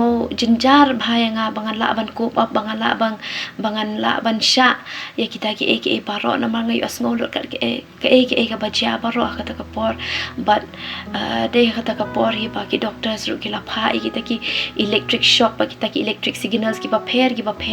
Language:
Khasi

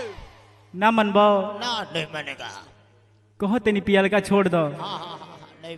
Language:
Bhojpuri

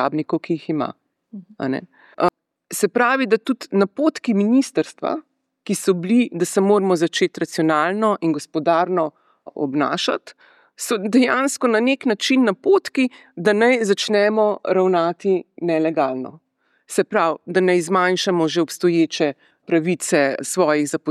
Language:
Slovenian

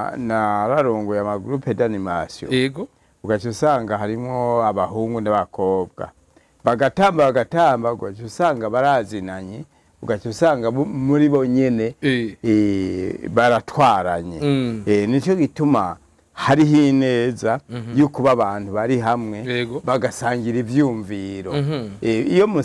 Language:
Rundi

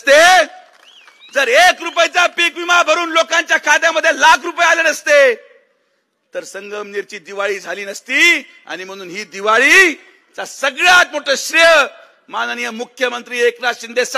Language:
Marathi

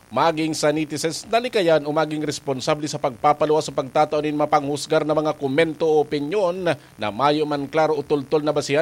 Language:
Bikol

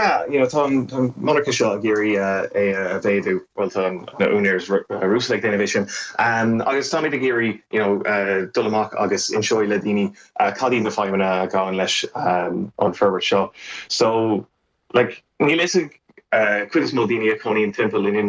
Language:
Irish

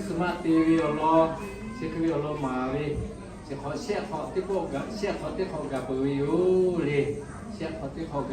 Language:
Lahu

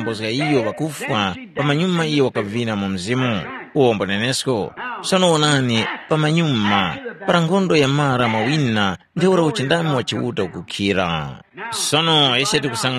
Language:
Tumbuka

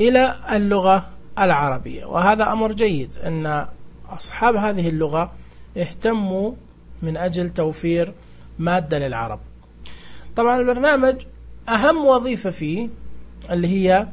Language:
Najdi Arabic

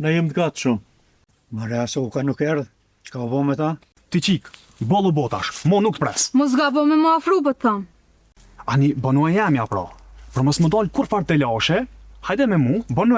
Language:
Albanian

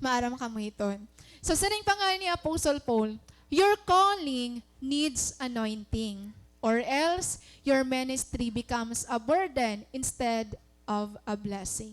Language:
Waray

